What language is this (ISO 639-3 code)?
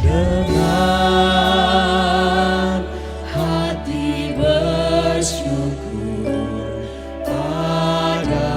bts